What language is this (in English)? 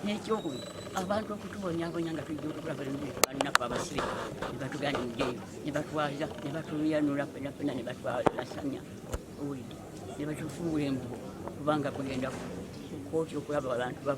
Ganda